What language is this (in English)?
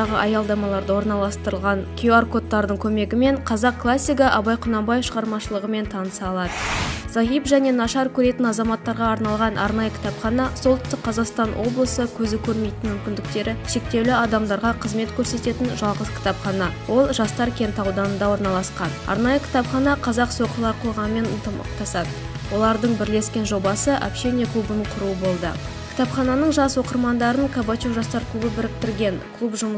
Kazakh